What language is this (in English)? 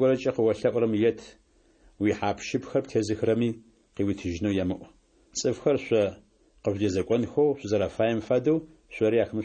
Adyghe